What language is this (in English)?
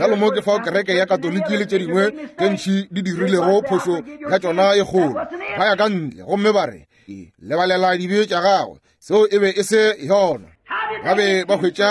Northern Sotho